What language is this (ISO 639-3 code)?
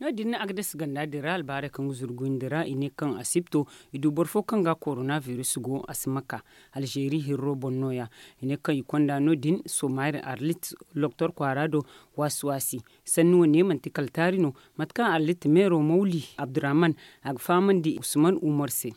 dje